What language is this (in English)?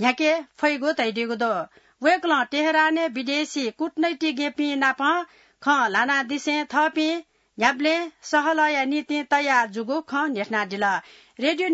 Newari